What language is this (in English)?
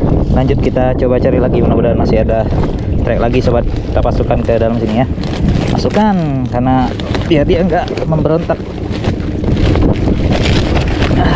Indonesian